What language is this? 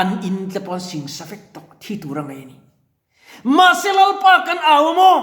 Mizo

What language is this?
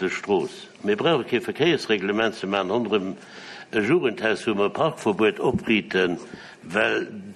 Luxembourgish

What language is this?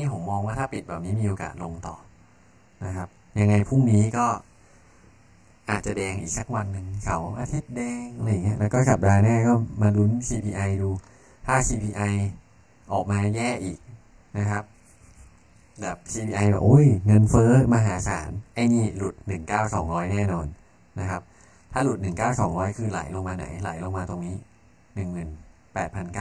Thai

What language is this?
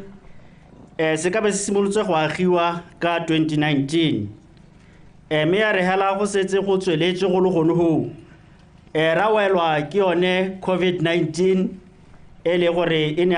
Tswana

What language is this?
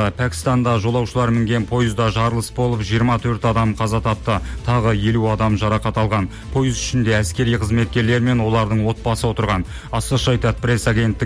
Kazakh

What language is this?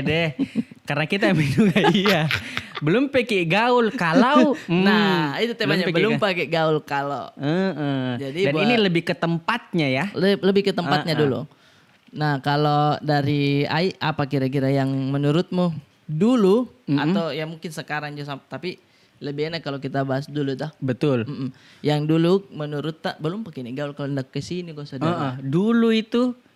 Makassar Malay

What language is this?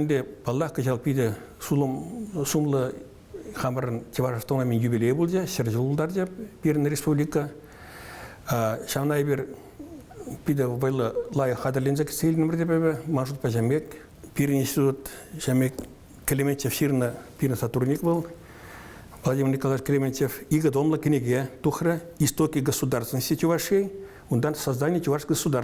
Chuvash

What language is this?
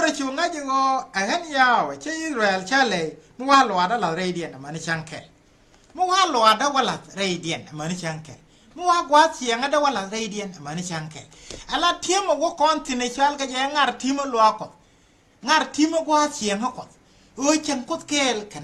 Nuer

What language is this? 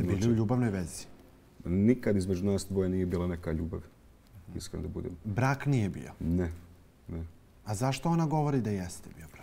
Bosnian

